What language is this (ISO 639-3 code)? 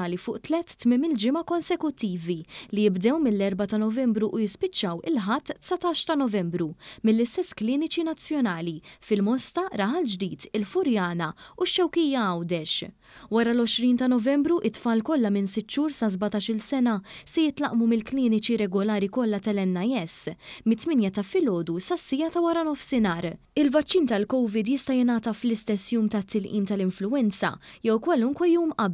mlt